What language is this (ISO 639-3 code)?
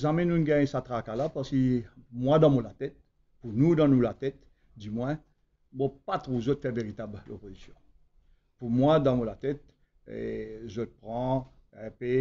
mfe